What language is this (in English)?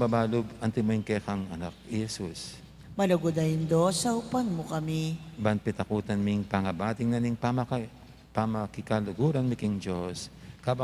Pampanga